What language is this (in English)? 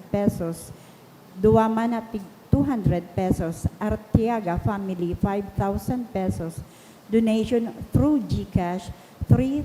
Bikol